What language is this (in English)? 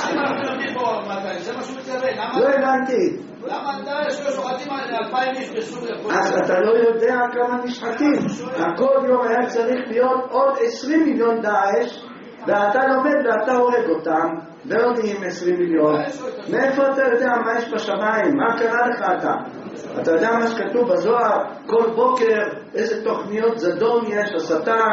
Hebrew